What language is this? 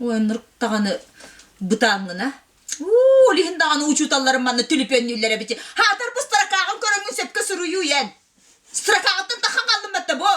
Yakut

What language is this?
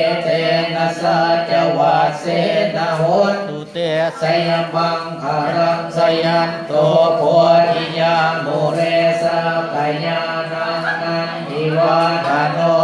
Pali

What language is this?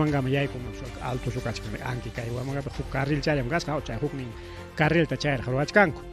Ayacucho Quechua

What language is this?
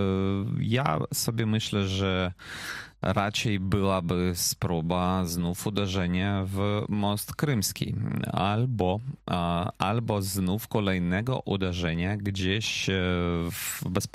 Polish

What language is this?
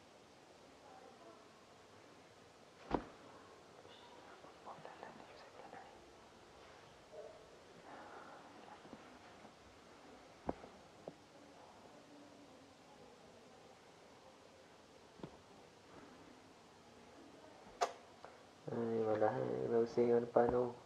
Malay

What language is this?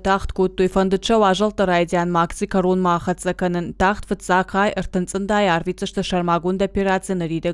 Ossetic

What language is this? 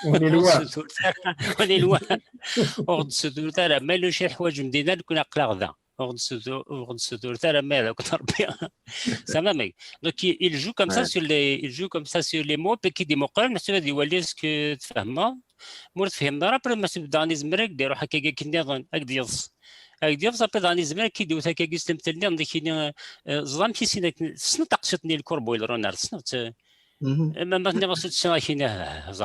Kabyle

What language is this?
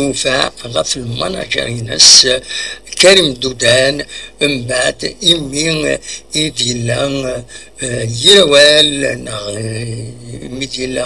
Kabyle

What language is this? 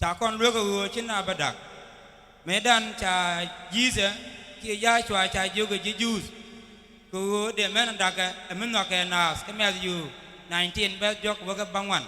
Nuer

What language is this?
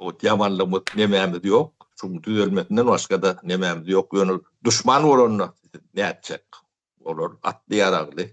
Turkmen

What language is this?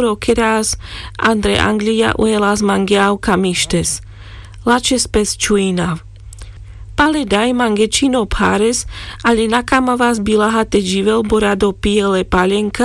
Carpathian Romani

